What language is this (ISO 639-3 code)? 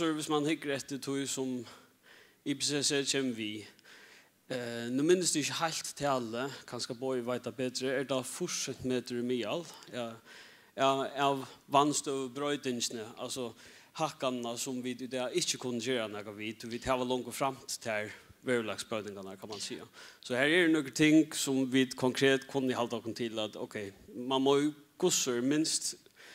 fao